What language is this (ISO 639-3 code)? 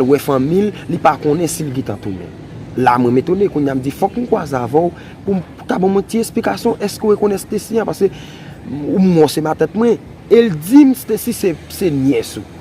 hat